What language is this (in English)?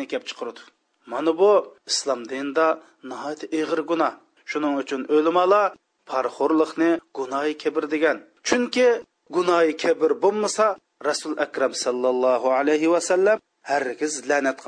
Uyghur